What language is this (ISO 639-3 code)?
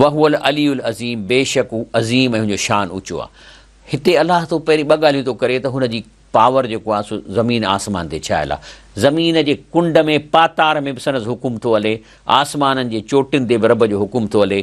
snd